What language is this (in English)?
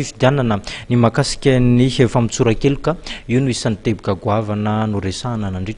Malagasy